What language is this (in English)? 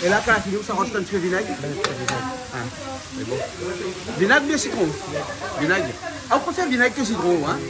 Réunion Creole French